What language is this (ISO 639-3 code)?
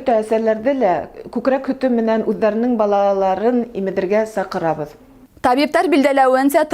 bak